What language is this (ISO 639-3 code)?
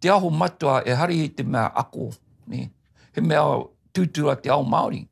mri